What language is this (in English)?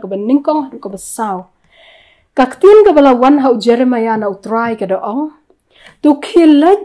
Khasi